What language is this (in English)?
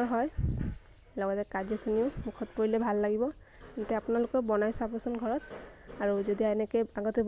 Assamese